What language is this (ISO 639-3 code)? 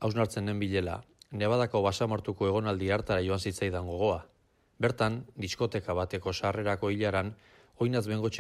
eus